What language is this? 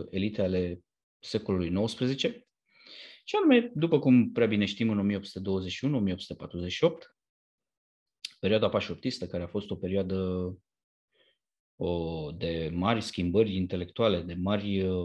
Romanian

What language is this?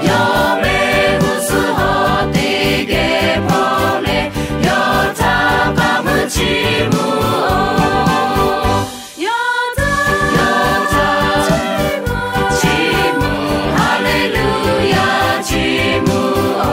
Lahu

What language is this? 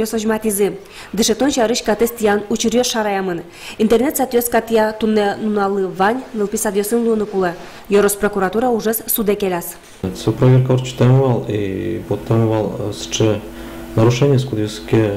Udmurt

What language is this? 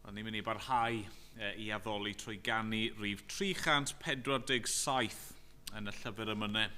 Welsh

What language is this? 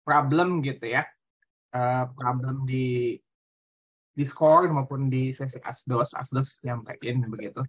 Indonesian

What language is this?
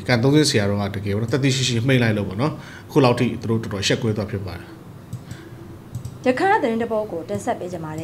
Burmese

